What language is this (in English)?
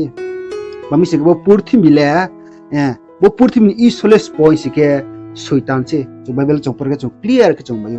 Riang (India)